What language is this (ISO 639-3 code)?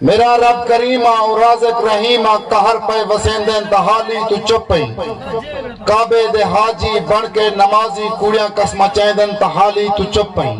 skr